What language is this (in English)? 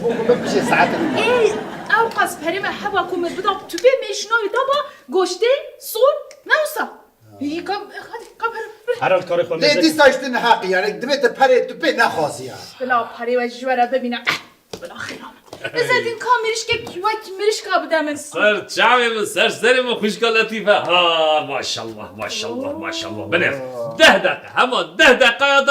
Kurdish